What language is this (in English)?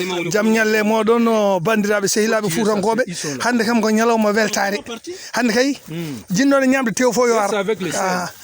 Fula